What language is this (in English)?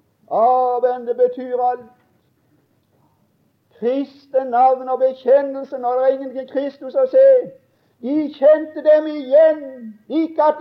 Norwegian